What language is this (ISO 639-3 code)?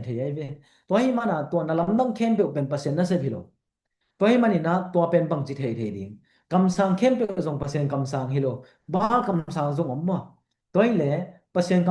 ctd